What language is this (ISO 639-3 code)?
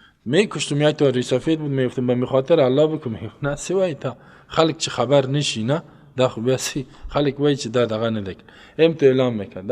fas